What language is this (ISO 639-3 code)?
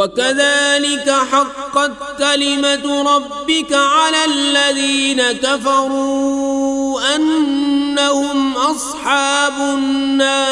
kas